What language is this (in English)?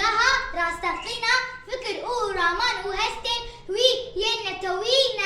Kurdish